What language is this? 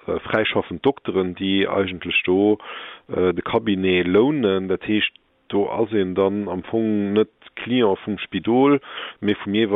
Luxembourgish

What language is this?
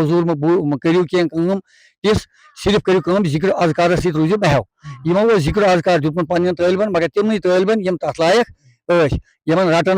Kashmiri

